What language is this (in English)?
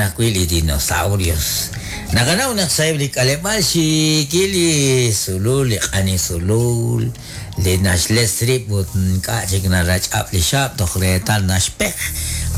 Kekchí